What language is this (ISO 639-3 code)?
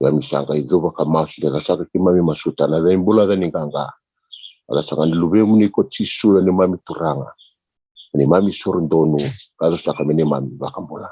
fij